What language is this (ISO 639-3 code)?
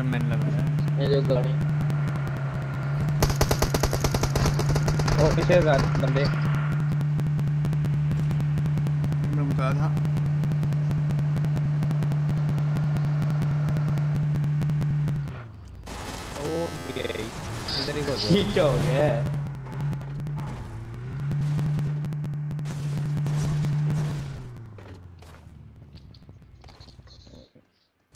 hin